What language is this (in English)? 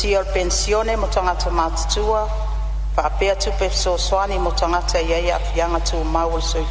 Samoan